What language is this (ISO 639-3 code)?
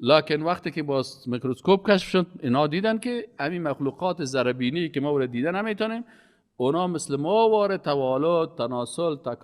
fas